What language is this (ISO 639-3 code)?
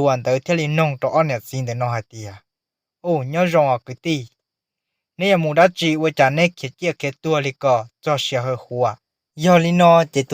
hmn